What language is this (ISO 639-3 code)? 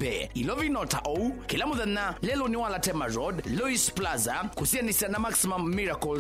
kam